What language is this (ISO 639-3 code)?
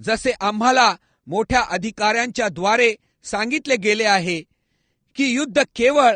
mar